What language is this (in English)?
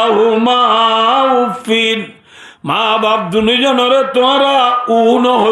Rohingya